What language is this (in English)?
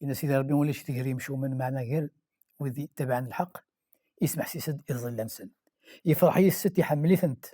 Kabyle